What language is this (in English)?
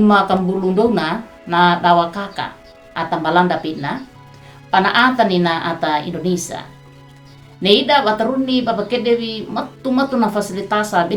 Wejewa